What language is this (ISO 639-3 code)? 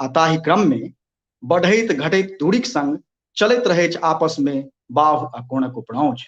mai